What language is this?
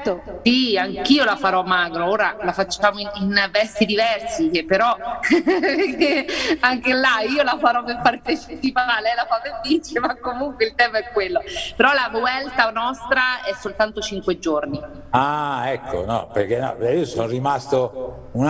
Italian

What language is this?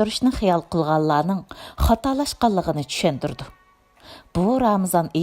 Uyghur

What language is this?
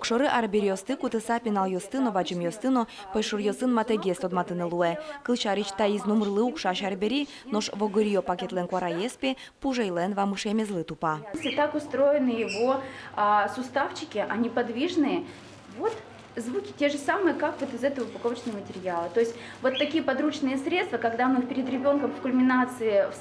Udmurt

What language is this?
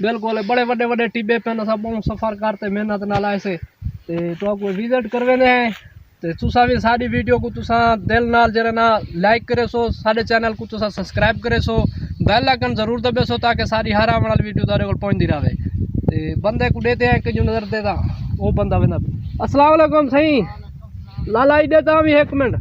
Saraiki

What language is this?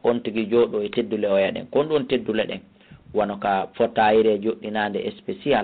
Fula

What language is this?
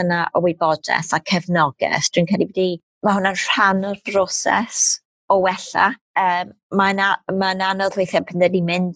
Welsh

